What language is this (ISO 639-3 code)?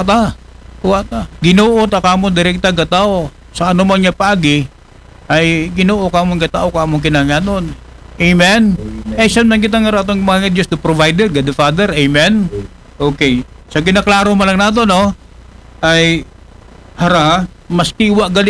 akl